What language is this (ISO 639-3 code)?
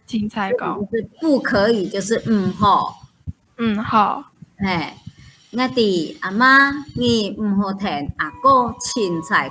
hak